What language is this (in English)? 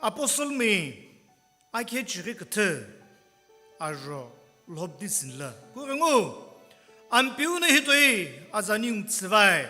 Sumi Naga